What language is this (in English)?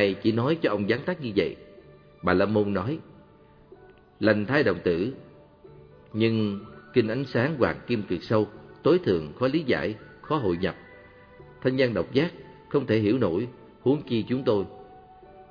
Vietnamese